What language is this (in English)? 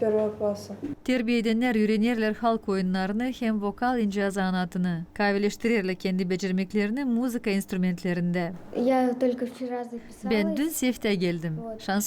Gagauz